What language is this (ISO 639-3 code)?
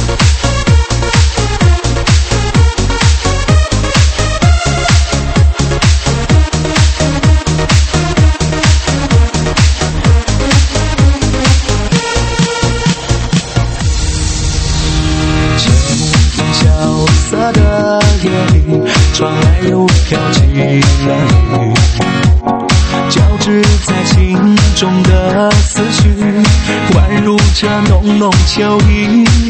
zho